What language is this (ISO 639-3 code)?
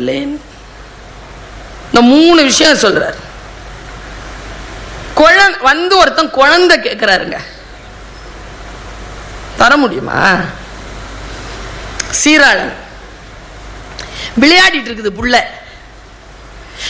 tam